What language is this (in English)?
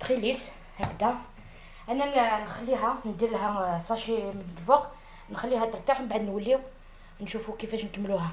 Algerian Arabic